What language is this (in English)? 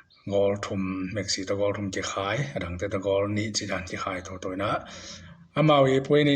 Tedim Chin